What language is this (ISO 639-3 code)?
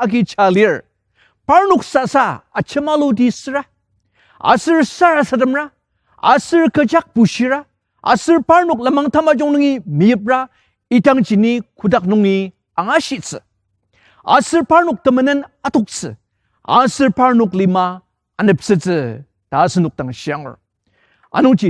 njo